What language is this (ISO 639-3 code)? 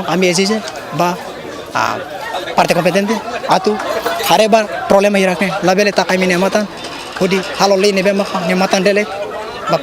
tet